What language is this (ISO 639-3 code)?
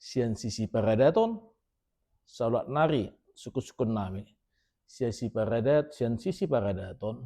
bbc